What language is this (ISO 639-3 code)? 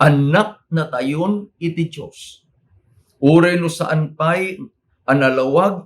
ilo